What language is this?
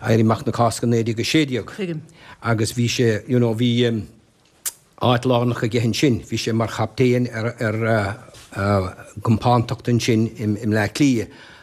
Irish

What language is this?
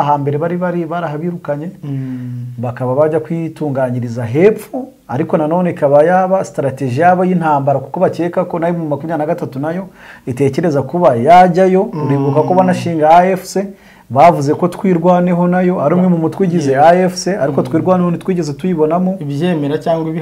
Kinyarwanda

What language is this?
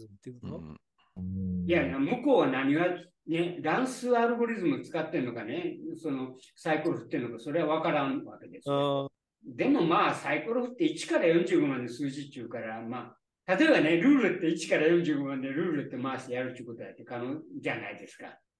Japanese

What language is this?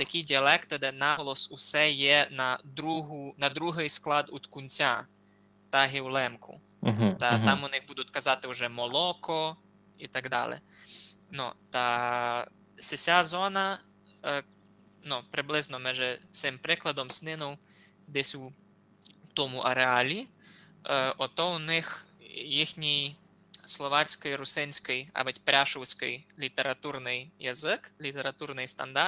Rusyn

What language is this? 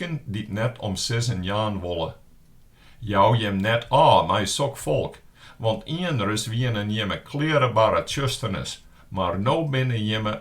Western Frisian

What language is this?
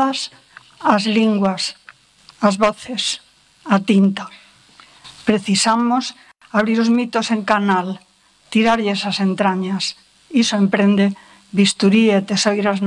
Galician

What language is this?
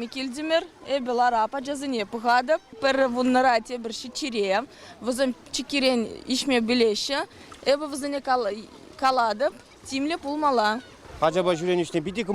Chuvash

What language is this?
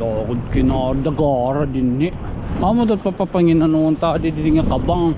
Waray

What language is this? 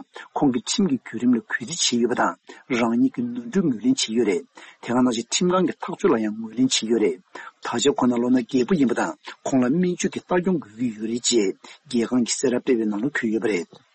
Tibetan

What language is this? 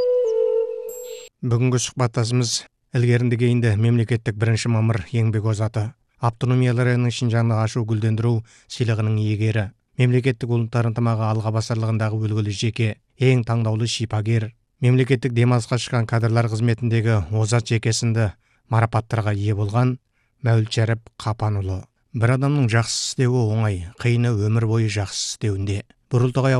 Kazakh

